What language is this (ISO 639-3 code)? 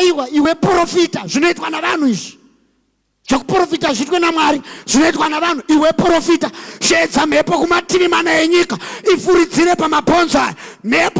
sna